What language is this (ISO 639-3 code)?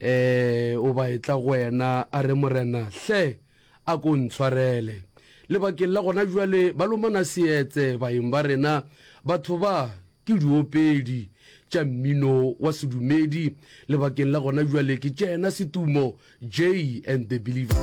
nso